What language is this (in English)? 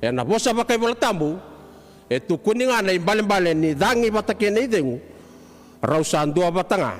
Fijian